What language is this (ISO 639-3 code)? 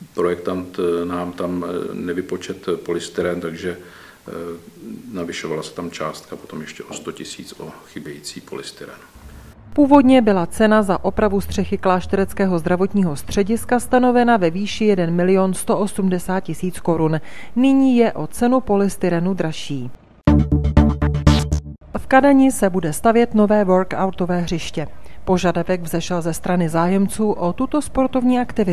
ces